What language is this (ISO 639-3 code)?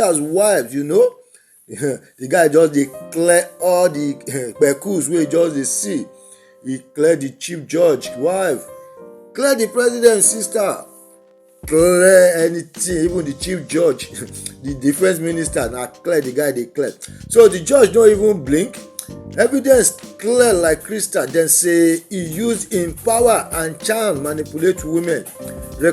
pcm